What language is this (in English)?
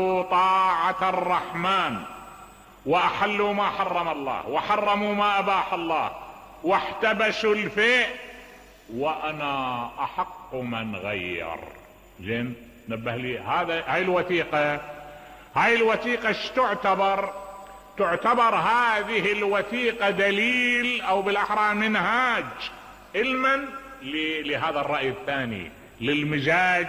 Mesopotamian Arabic